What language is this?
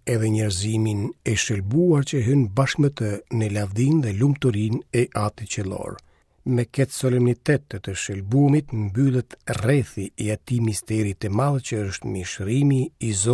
Albanian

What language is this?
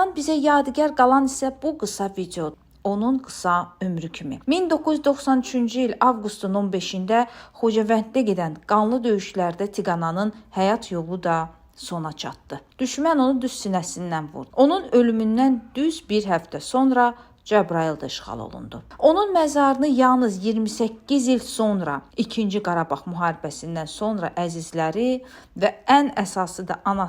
Azerbaijani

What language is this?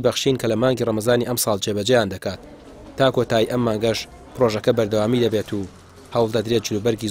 Central Kurdish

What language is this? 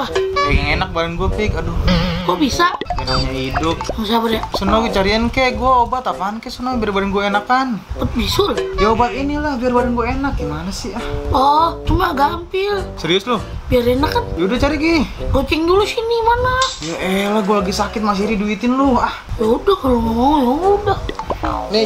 Betawi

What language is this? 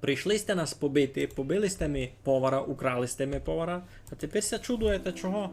Rusyn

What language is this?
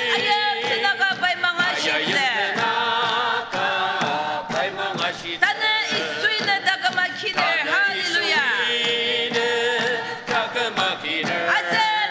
Ao Naga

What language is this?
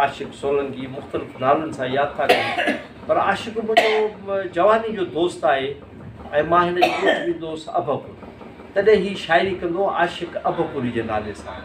Sindhi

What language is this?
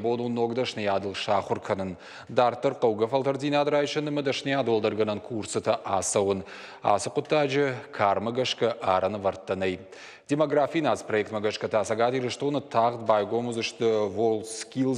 Ossetic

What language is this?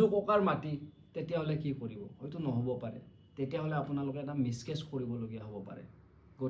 Assamese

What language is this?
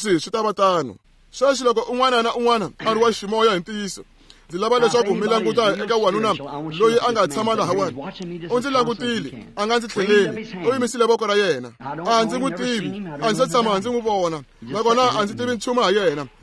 Tsonga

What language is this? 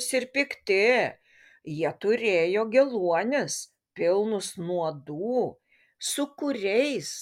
Lithuanian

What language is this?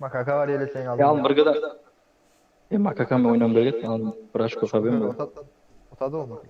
Kara-Kalpak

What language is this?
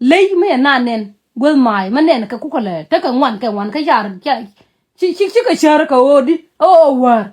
Nuer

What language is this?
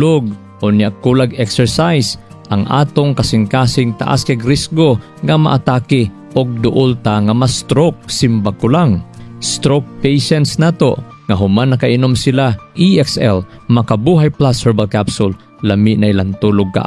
Cebuano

